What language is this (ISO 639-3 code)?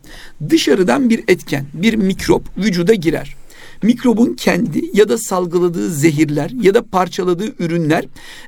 tur